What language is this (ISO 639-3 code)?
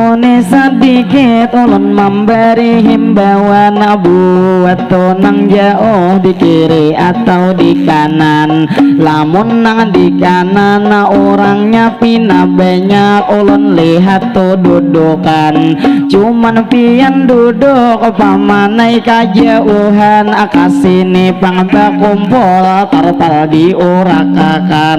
bjn